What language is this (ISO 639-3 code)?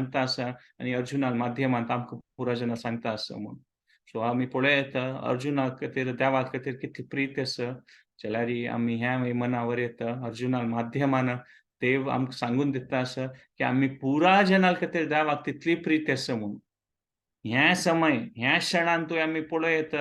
kok